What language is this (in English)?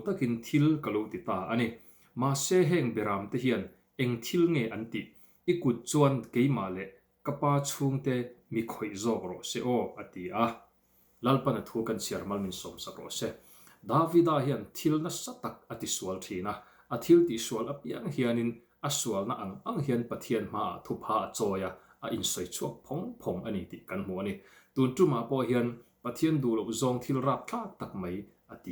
Mizo